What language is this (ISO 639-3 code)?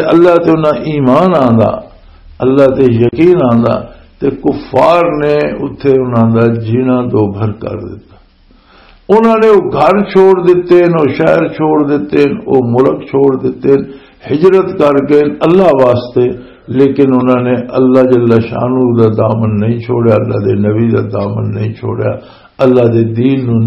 lah